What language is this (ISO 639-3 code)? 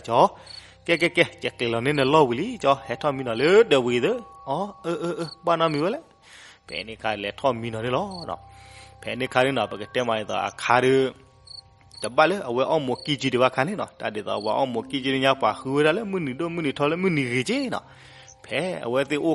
ksw